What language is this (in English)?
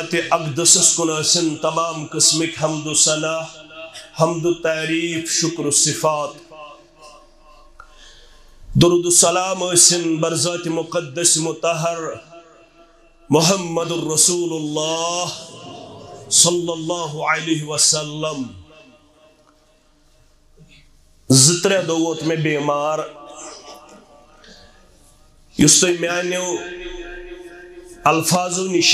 Kashmiri